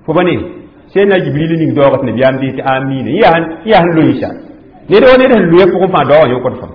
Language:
Mossi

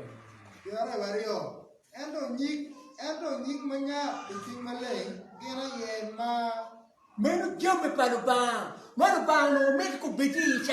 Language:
Acoli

